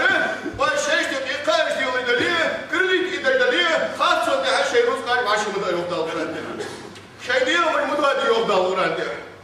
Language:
Ingush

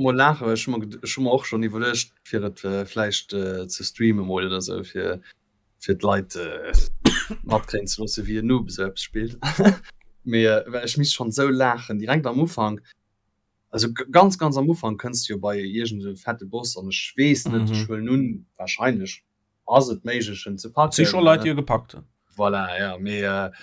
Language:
Luxembourgish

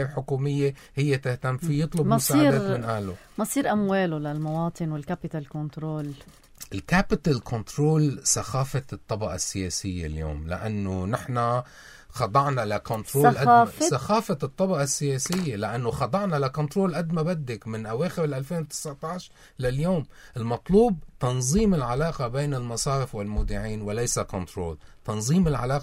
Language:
North Levantine Arabic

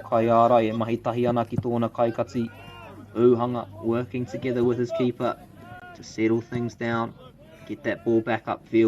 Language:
Māori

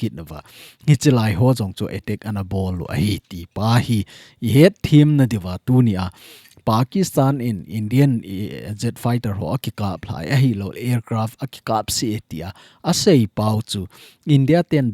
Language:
Thado Chin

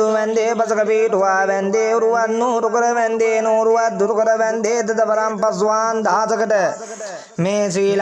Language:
Sinhala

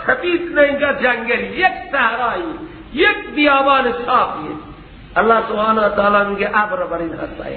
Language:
Persian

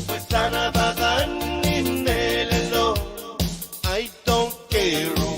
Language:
Pohnpeian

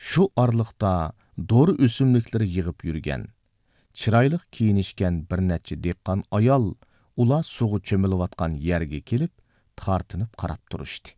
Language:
Uyghur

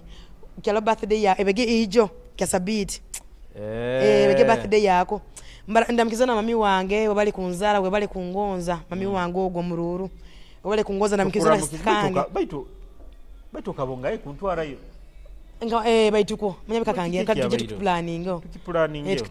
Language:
Nyoro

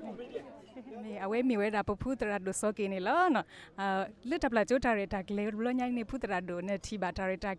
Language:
S'gaw Karen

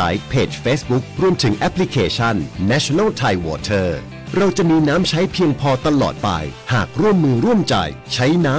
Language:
Thai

